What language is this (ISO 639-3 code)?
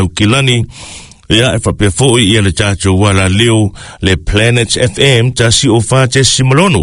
smo